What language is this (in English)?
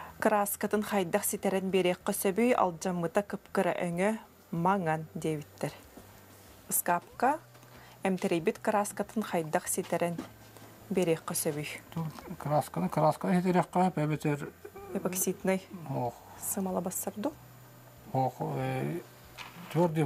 Yakut